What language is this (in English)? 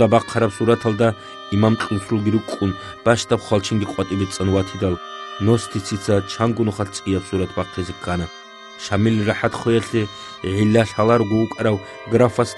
Avaric